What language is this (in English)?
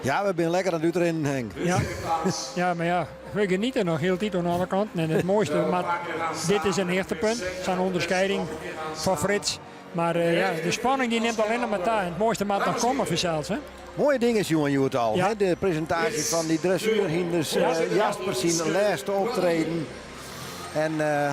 Western Frisian